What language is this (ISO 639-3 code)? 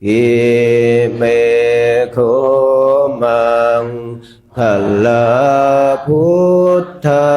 pli